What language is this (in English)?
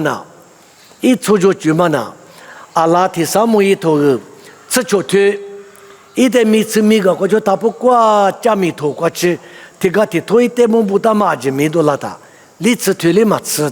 Lisu